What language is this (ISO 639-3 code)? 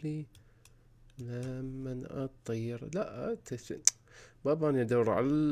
acm